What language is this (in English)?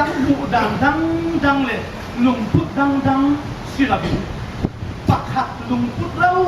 Falam Chin